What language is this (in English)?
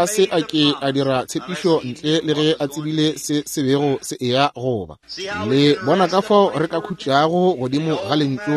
Northern Sotho